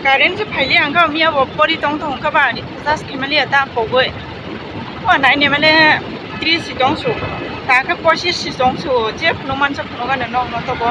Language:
Kok Borok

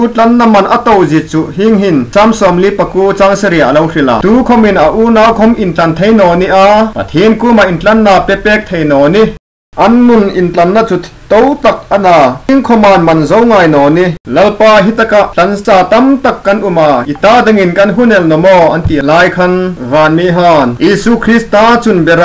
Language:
Hmar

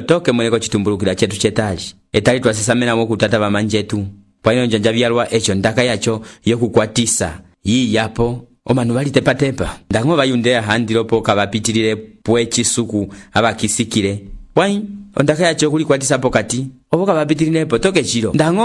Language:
Umbundu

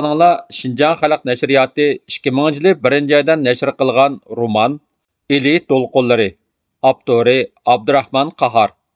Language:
Uyghur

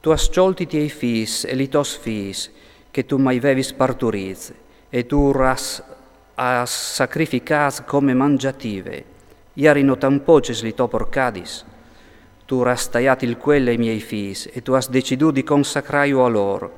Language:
Friulian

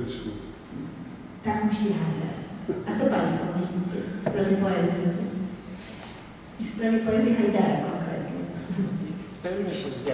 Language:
Polish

